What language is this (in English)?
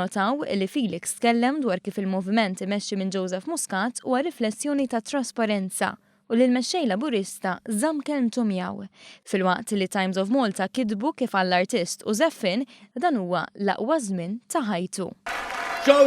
Maltese